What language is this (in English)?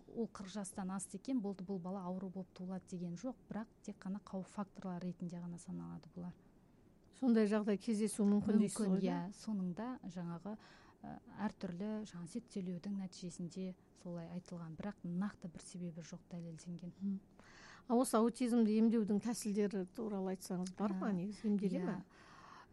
Kazakh